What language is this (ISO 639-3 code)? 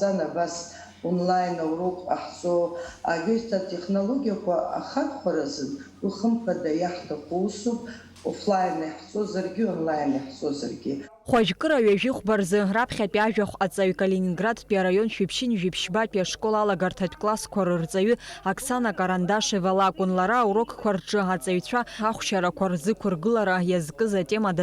abk